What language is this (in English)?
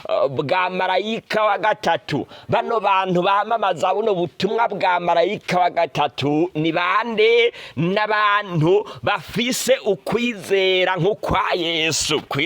Rundi